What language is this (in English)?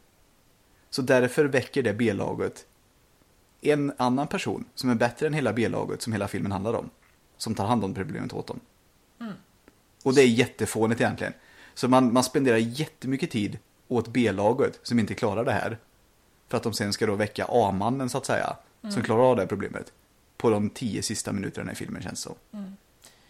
Swedish